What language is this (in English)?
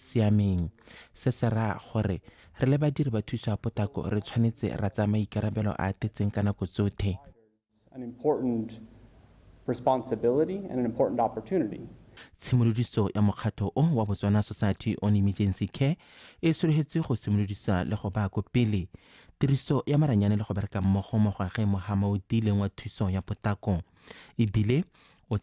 Tswana